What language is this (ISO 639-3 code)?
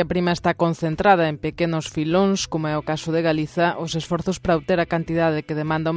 glg